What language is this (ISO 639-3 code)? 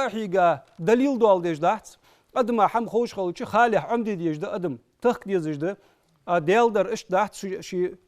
inh